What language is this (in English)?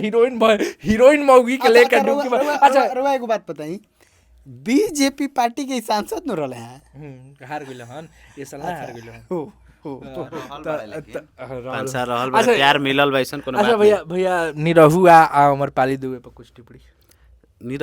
Bhojpuri